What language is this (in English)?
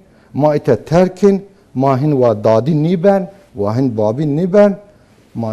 Zaza